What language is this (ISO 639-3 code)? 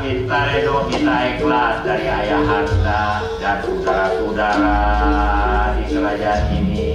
bew